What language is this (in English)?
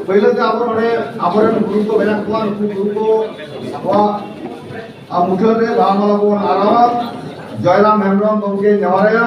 Santali